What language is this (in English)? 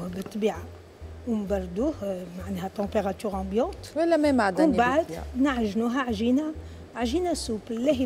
Tunisian Arabic